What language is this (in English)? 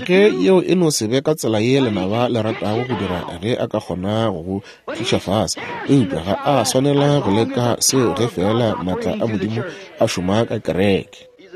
Northern Sotho